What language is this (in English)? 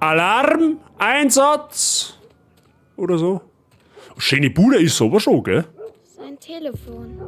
Bavarian